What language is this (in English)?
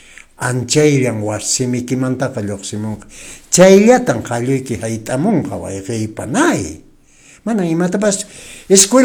Quechua